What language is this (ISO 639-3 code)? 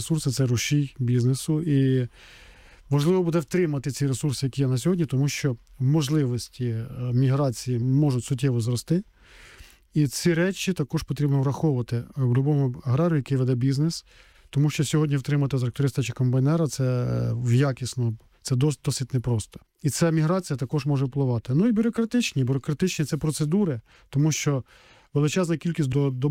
ukr